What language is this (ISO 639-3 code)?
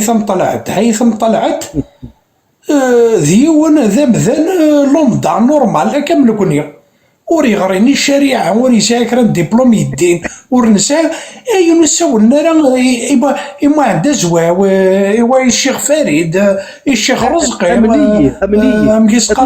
kab